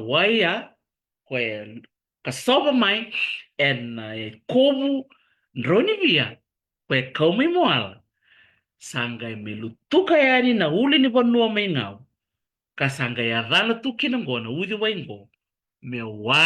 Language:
Fijian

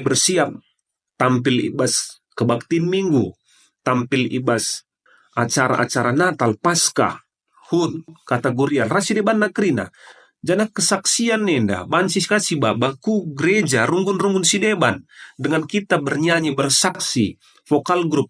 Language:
Batak Karo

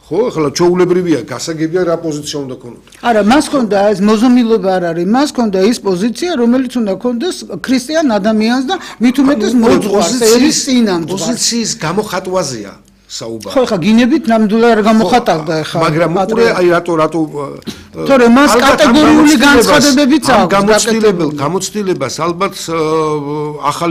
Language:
Georgian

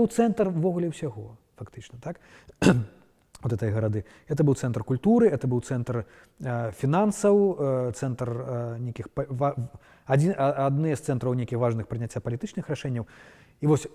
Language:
Belarusian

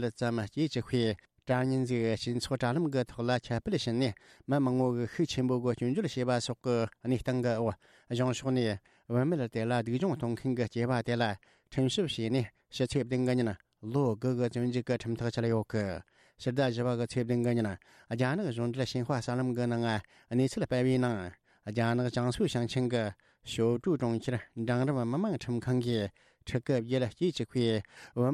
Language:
Tibetan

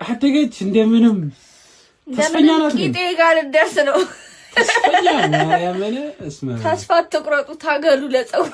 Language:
Amharic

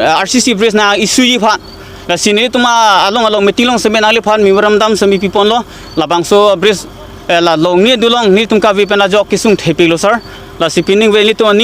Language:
Karbi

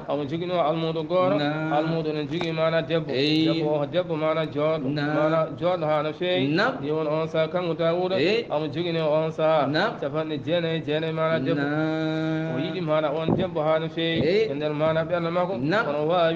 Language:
Fula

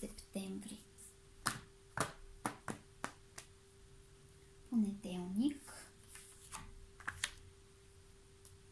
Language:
Bulgarian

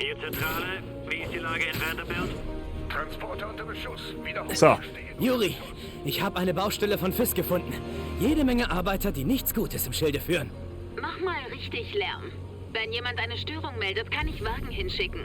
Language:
Bavarian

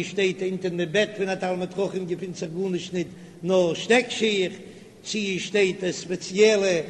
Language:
Yiddish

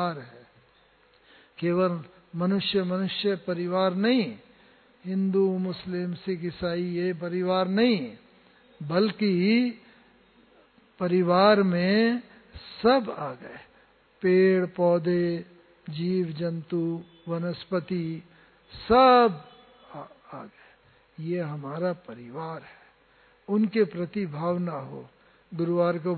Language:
Hindi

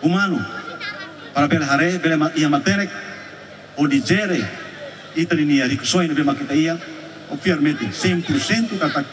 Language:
Tetum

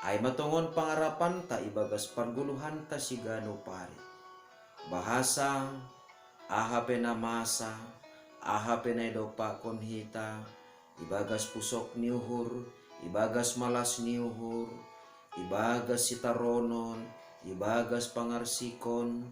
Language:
Batak Simalungun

